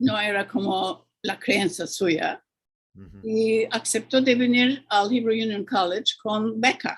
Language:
Ladino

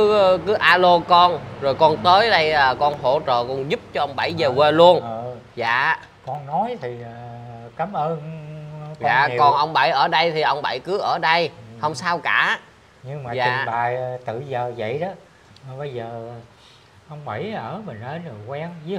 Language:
Vietnamese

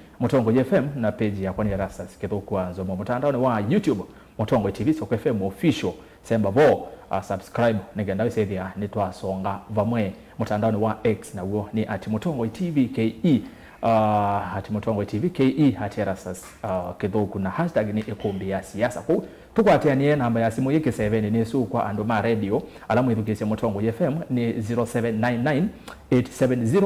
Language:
Kamba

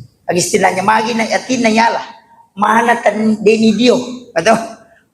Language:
Buginese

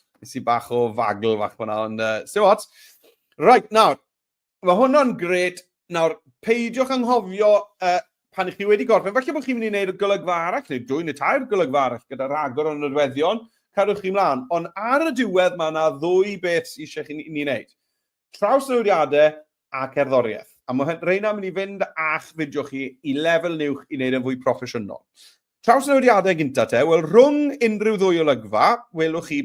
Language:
Welsh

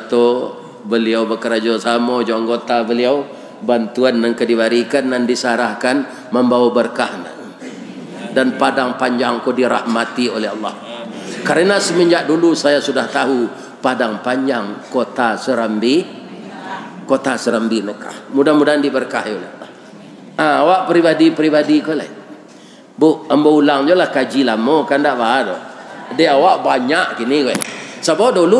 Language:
Minangkabau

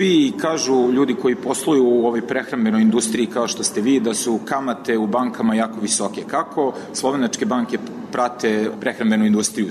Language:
Serbian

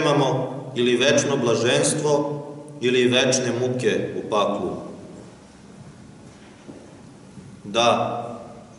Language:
Serbian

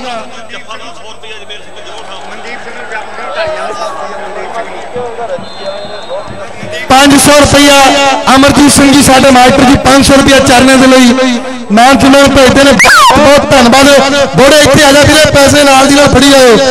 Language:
Punjabi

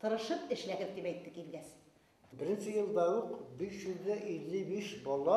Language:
Bashkir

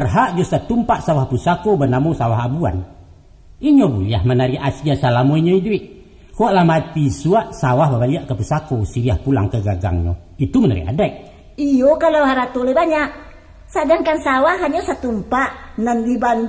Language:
Minangkabau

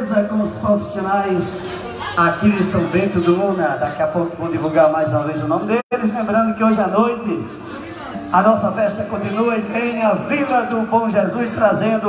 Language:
Portuguese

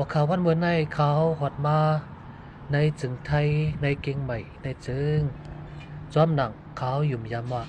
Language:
Shan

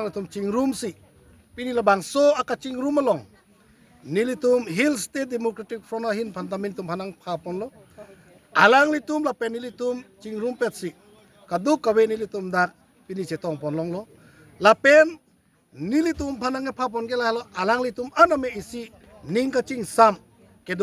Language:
Karbi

